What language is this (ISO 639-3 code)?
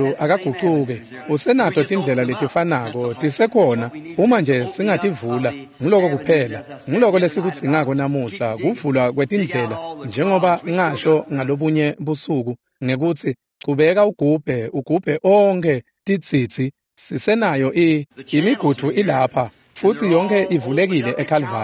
ssw